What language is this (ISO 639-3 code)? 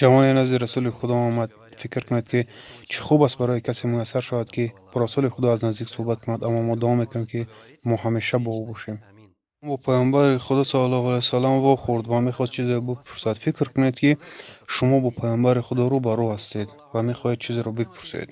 tgk